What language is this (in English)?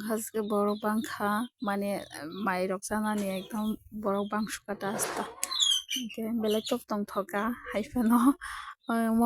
Kok Borok